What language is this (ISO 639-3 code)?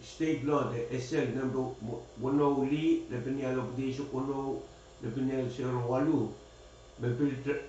pon